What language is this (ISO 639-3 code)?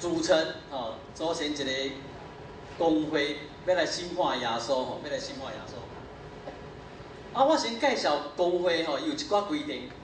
nan